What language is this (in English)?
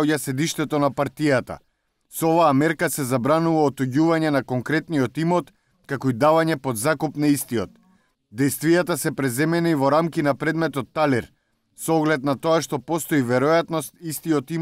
Macedonian